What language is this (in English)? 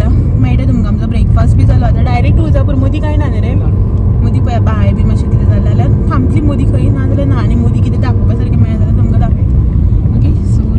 Konkani